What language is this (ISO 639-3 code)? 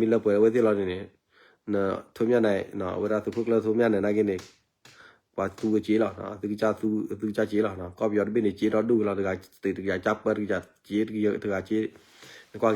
ksw